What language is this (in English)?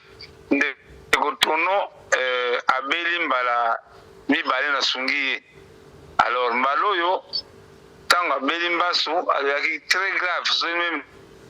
Lingala